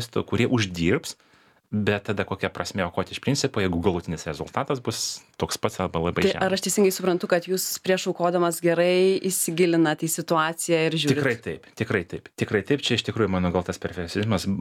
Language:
Lithuanian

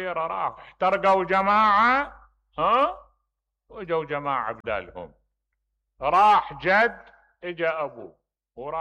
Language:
Mesopotamian Arabic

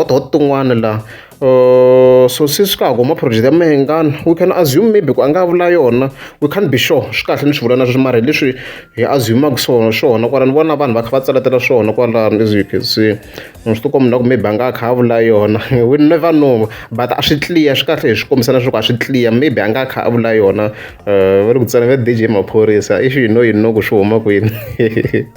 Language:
Tsonga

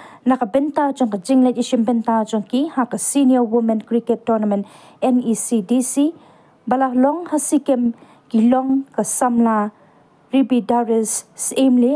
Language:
Khasi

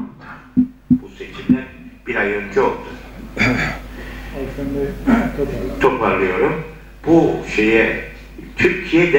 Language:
Turkish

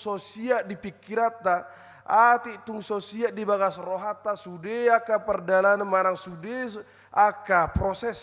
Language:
Batak Toba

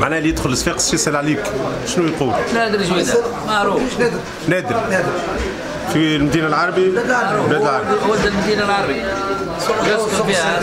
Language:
Tunisian Arabic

